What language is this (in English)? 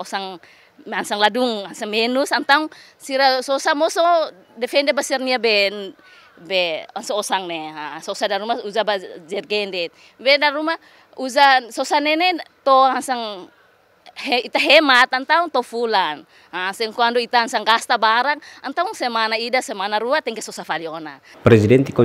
Tetum